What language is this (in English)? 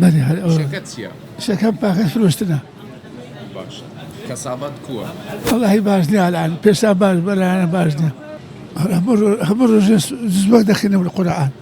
Central Kurdish